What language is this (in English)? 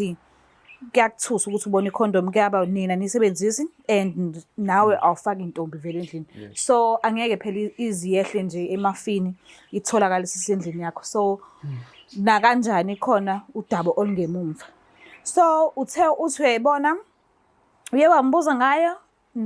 Zulu